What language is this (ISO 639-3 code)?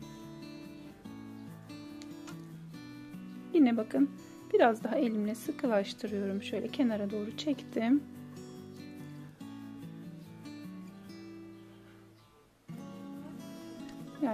tur